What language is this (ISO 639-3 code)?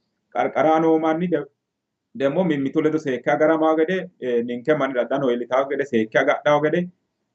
sid